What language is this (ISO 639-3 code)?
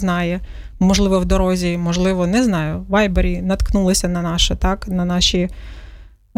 ukr